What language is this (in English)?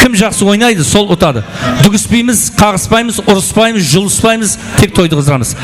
Kara-Kalpak